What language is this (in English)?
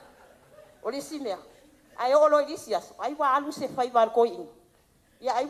Samoan